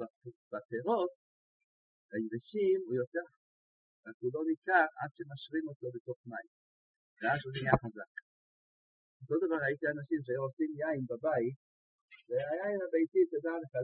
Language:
Hebrew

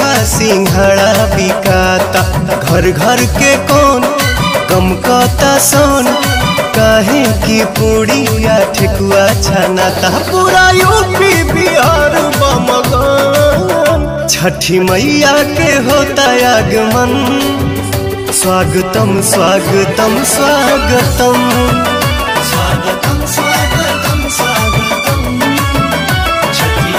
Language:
Bhojpuri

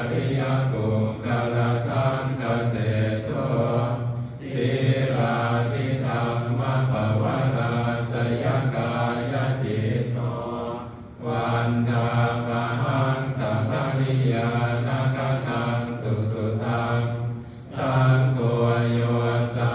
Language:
Pali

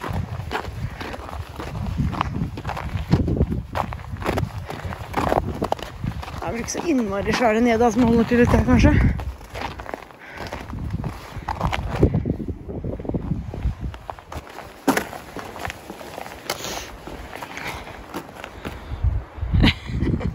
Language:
Norwegian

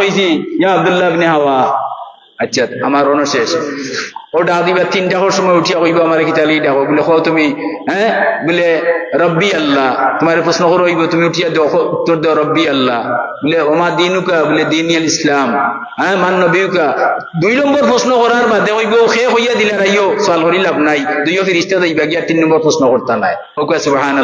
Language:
Sylheti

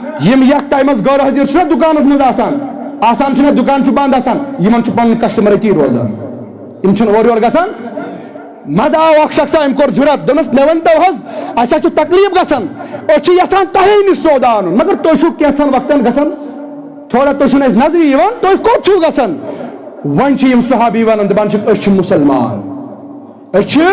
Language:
Kashmiri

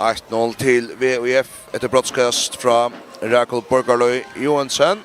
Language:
Faroese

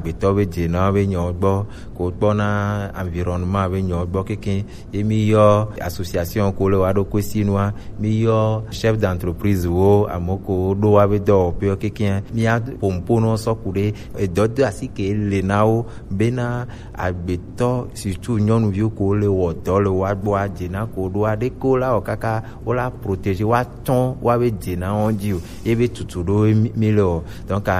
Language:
Gen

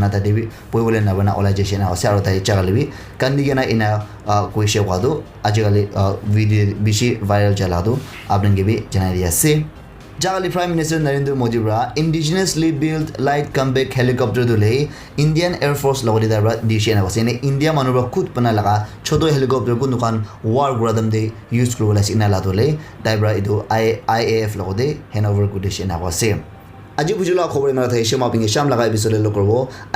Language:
Naga Pidgin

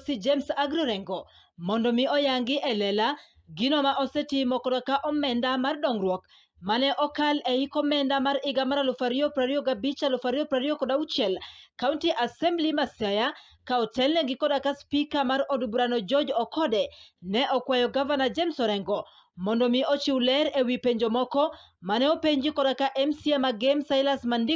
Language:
Luo (Kenya and Tanzania)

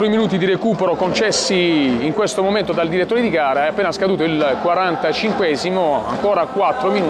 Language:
Italian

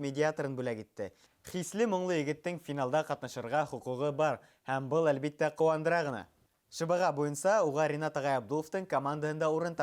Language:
Bashkir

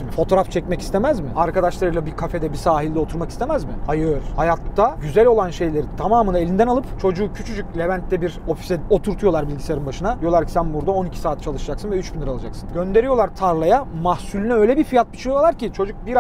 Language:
Turkish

